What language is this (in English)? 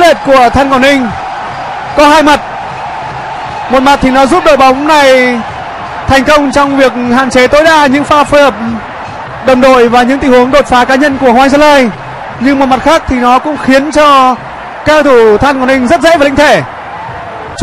Vietnamese